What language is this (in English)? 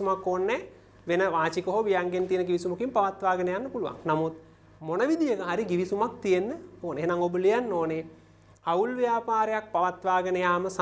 Sinhala